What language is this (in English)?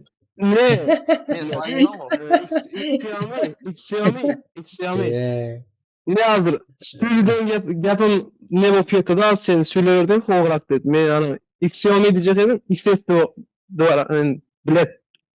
Kara-Kalpak